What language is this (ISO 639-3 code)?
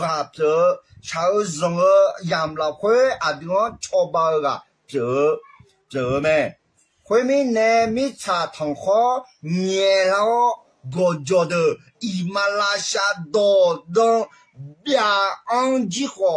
ahk